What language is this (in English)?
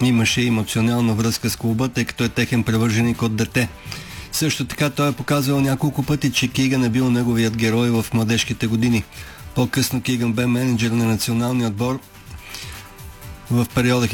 Bulgarian